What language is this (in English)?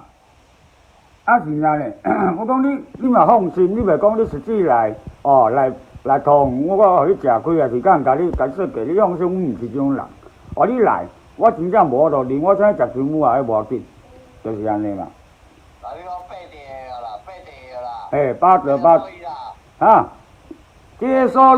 Min Nan Chinese